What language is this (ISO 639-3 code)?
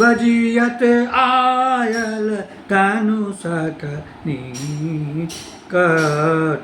mai